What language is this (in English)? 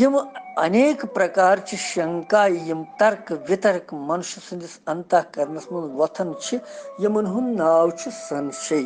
Kashmiri